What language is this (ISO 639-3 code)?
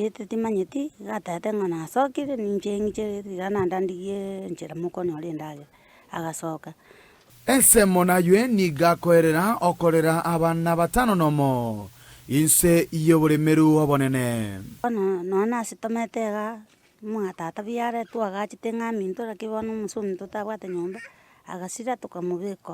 guz